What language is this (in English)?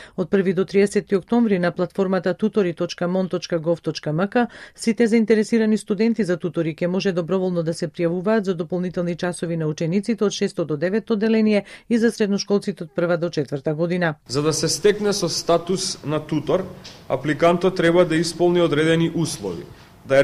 Macedonian